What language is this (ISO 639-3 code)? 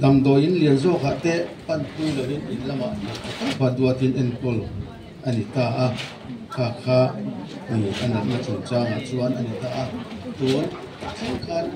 lus